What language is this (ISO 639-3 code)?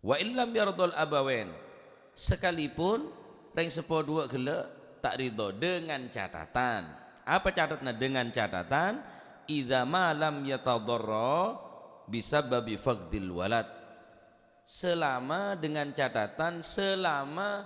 mad